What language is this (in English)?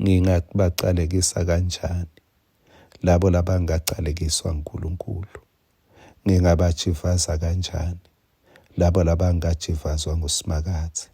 Swati